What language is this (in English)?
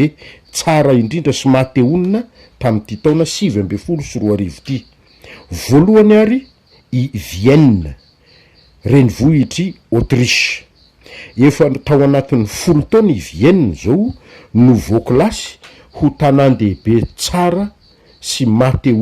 Malagasy